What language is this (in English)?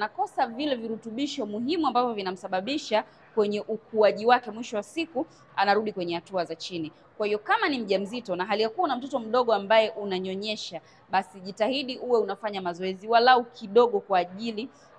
Swahili